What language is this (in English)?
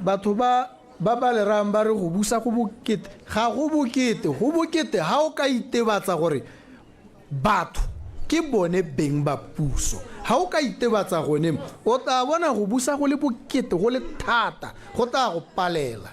Tswana